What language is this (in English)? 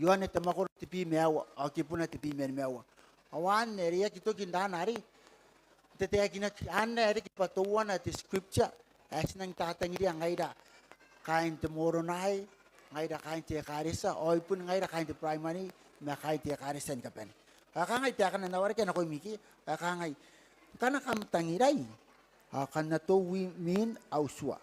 Gilbertese